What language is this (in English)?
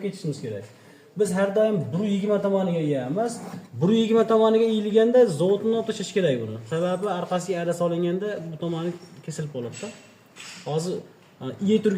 Uzbek